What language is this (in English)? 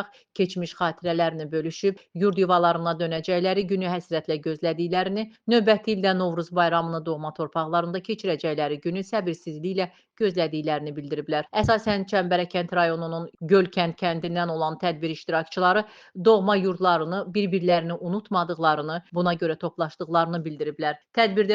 Azerbaijani